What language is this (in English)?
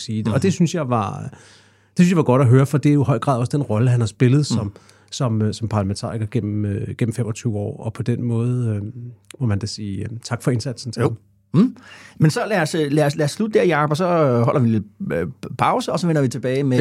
Danish